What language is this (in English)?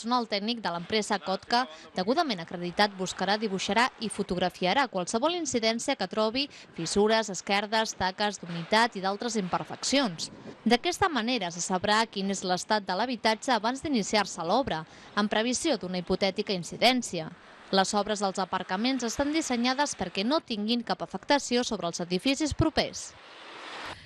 Catalan